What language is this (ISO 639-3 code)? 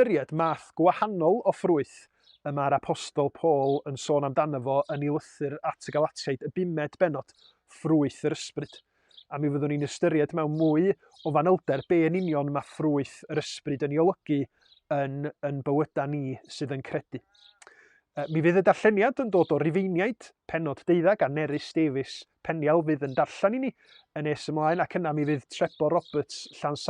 cym